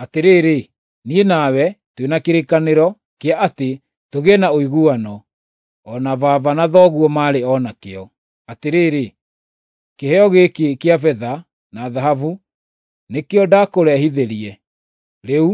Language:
Kikuyu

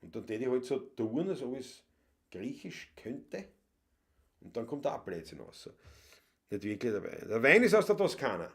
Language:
Bavarian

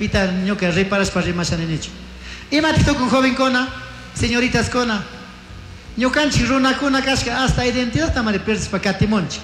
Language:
Chimborazo Highland Quichua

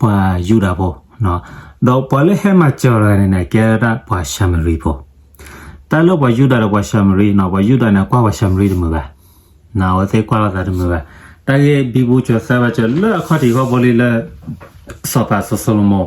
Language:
S'gaw Karen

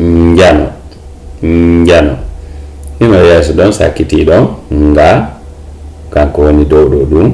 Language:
Fula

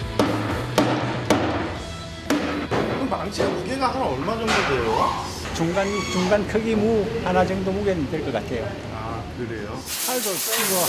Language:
Korean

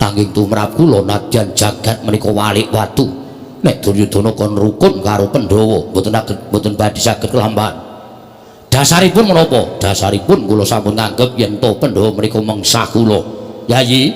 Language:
Javanese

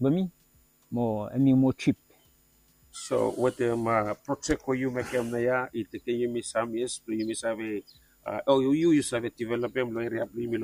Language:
Bislama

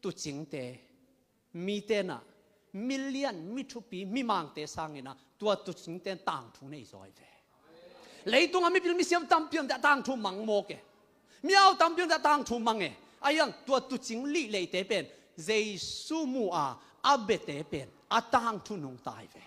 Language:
Tedim Chin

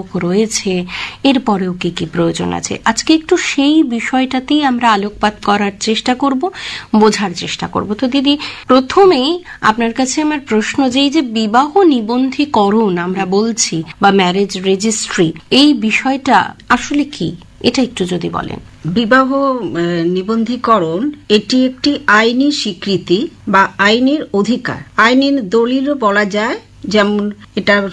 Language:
Bangla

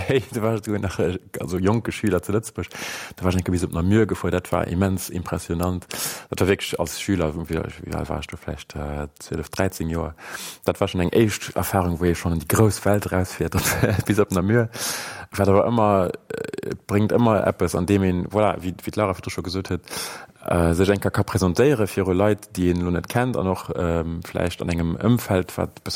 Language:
Luxembourgish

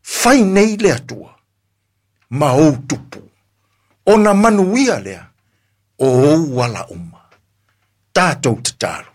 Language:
Samoan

